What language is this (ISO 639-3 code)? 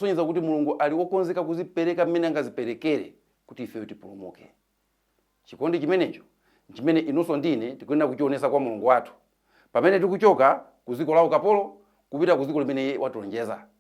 nya